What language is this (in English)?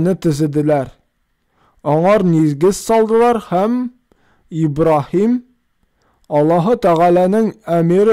Tatar